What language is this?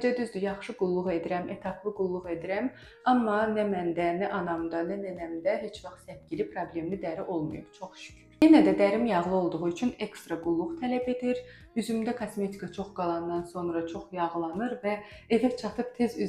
Azerbaijani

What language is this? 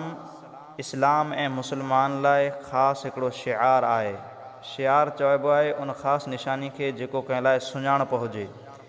Sindhi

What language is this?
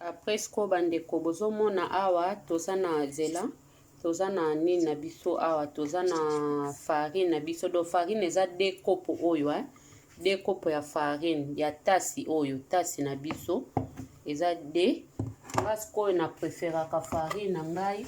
Lingala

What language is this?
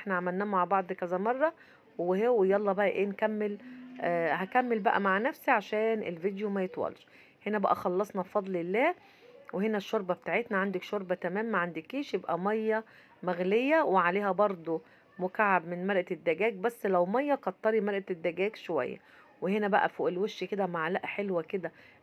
Egyptian Arabic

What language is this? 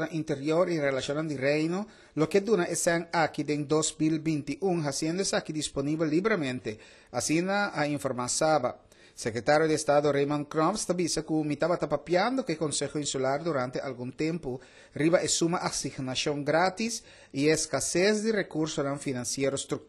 Papiamento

